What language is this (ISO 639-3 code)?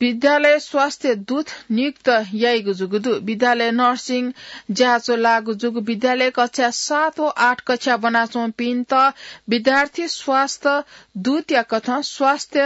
new